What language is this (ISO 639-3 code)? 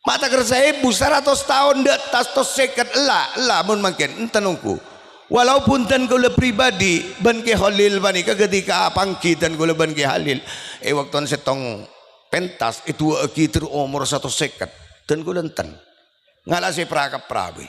mad